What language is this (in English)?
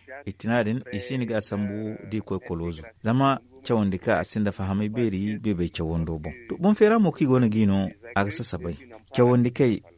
Zarma